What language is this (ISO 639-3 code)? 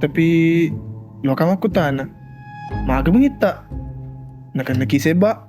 bug